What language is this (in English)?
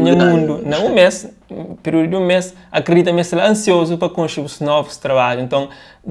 Kabuverdianu